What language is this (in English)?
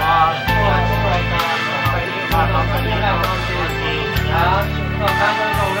Hmong